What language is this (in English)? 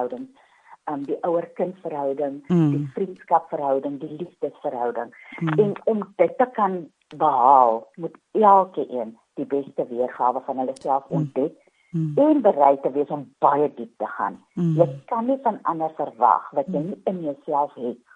Afrikaans